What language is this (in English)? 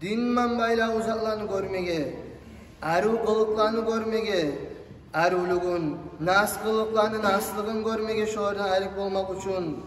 Kumyk